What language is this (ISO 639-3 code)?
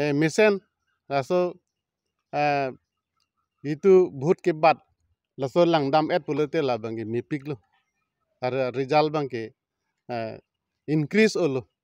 mjw